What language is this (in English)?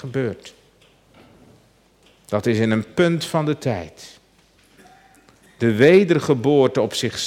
Dutch